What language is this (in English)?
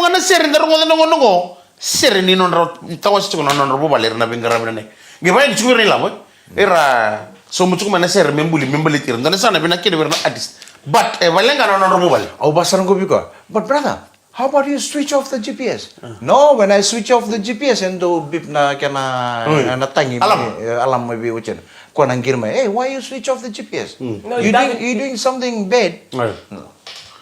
Fijian